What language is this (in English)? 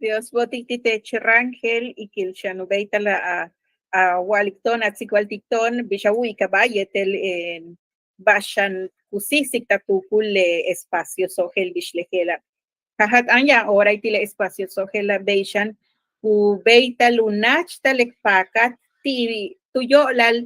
Yucateco